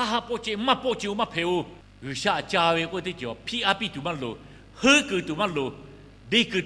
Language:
Lahu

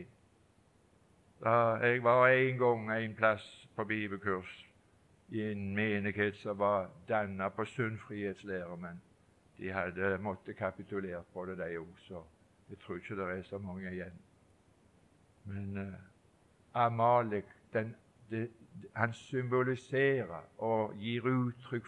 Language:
Norwegian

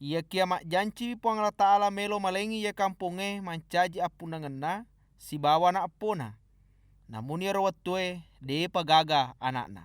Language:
Buginese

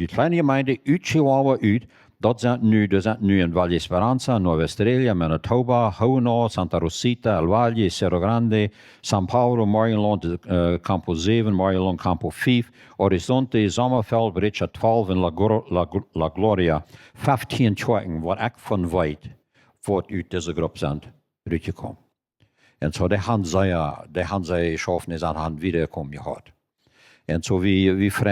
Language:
Plautdietsch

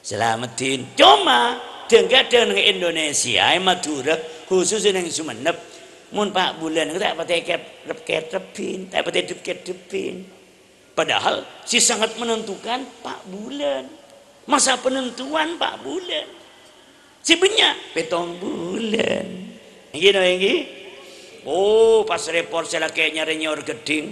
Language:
Madurese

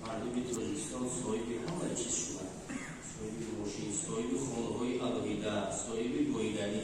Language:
Tajik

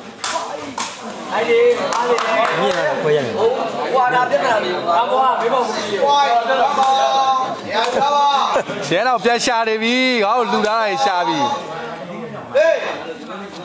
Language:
Burmese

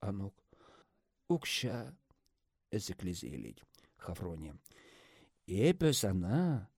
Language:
Chuvash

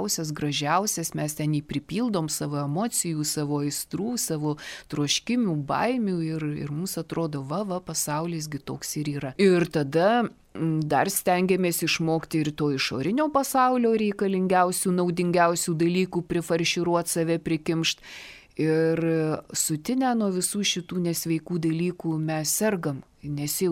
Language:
Lithuanian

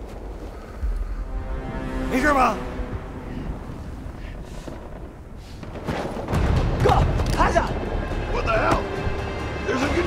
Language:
Chinese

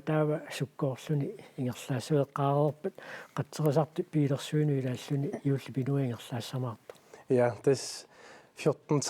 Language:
Kalaallisut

